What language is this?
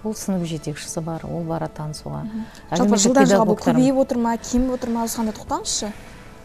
Kazakh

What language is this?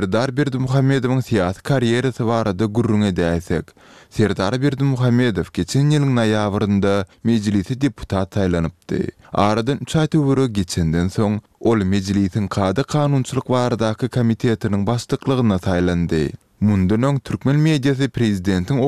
Turkmen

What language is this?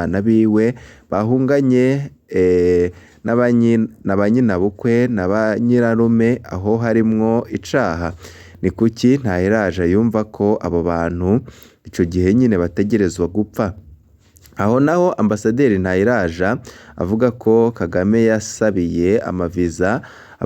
Rundi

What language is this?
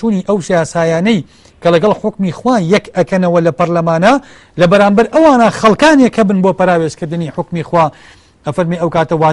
Central Kurdish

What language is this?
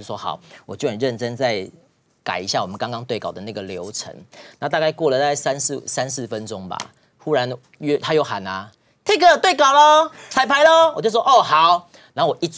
Chinese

